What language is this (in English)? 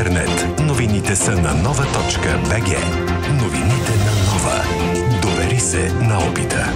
Bulgarian